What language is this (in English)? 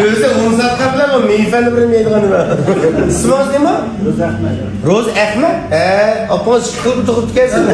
Uyghur